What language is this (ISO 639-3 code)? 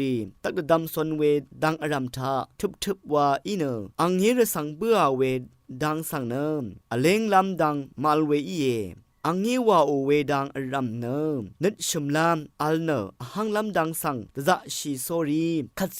raw